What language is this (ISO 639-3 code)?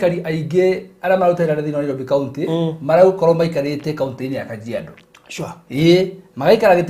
kik